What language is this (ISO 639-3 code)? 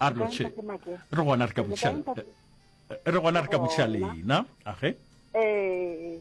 nso